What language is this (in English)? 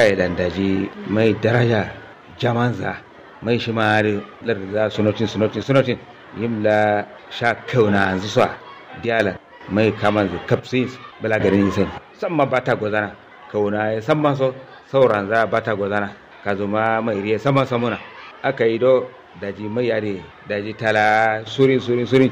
Kanuri